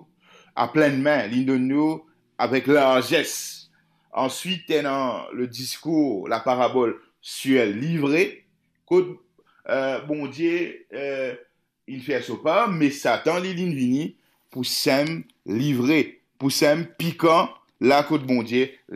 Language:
Morisyen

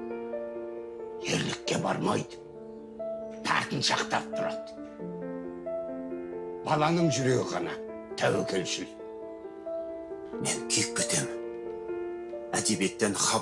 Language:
Kazakh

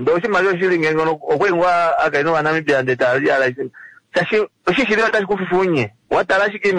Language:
Kuanyama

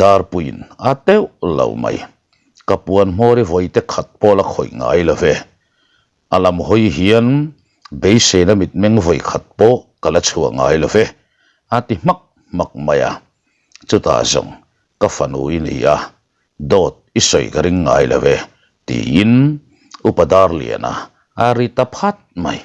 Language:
Mizo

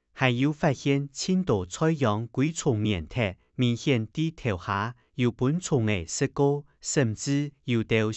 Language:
Hakka Chinese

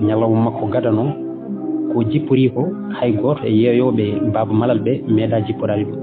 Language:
Fula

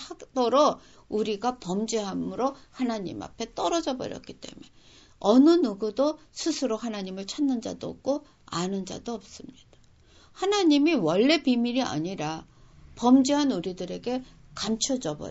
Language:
Korean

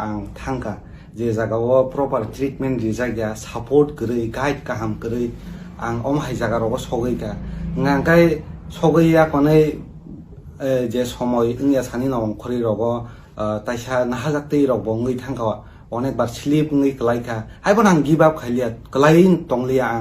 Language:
Kok Borok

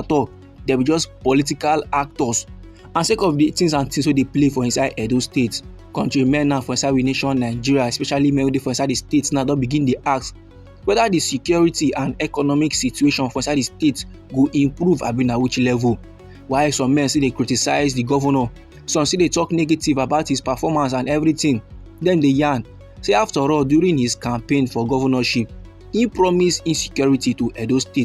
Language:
Nigerian Pidgin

